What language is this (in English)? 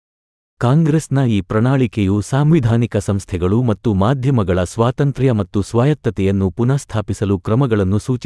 Kannada